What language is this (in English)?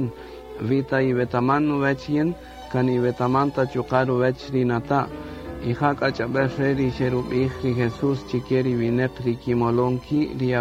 Kaqchikel